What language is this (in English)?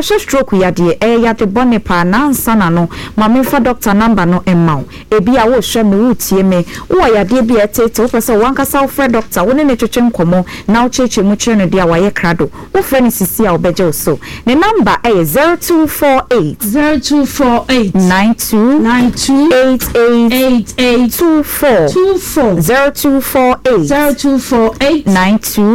Akan